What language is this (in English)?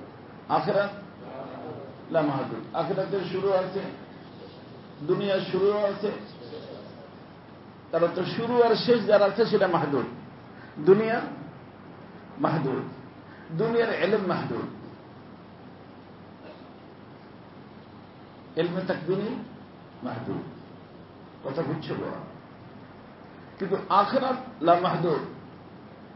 Bangla